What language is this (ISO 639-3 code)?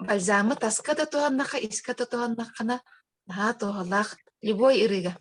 sah